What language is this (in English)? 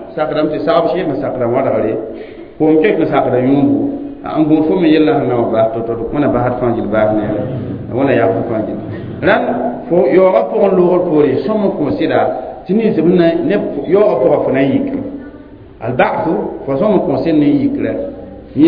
Mossi